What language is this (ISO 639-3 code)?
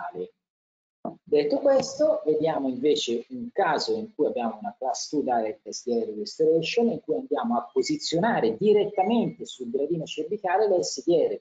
ita